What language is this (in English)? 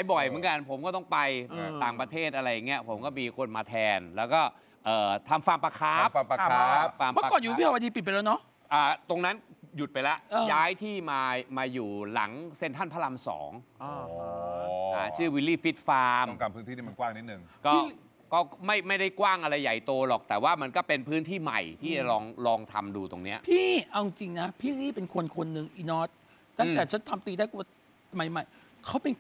Thai